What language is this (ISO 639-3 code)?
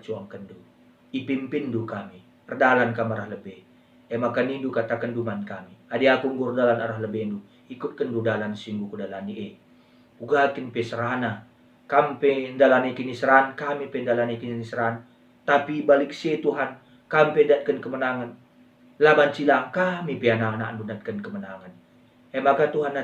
btx